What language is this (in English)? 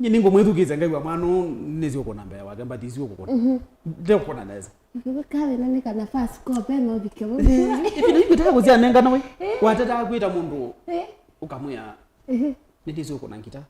Kamba